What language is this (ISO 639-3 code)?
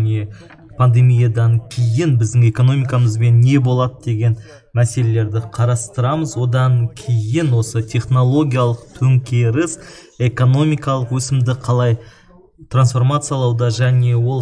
kaz